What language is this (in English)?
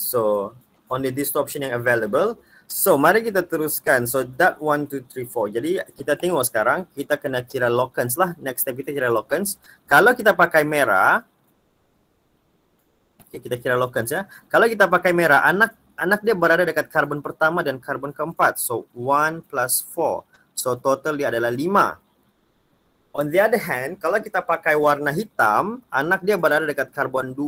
Malay